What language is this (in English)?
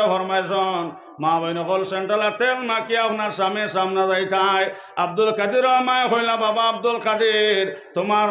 Sylheti